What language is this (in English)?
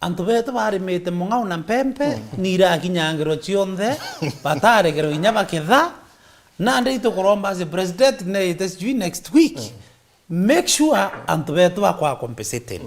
Meru